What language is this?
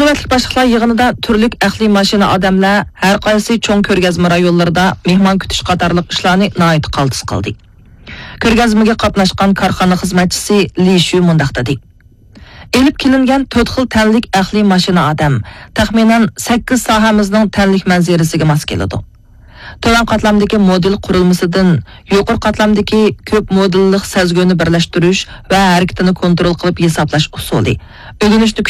Uyghur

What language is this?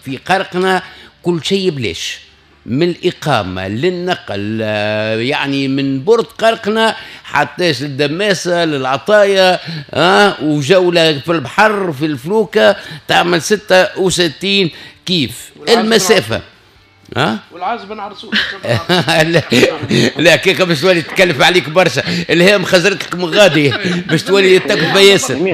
Tunisian Arabic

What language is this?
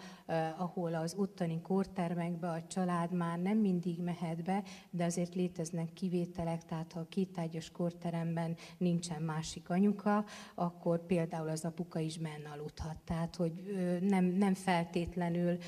Hungarian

